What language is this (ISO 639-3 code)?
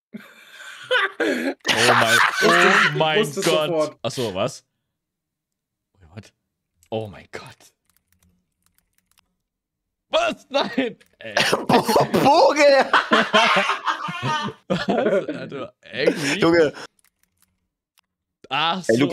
deu